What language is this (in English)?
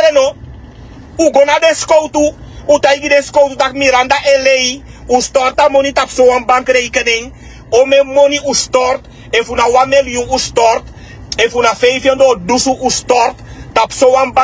Sranan Tongo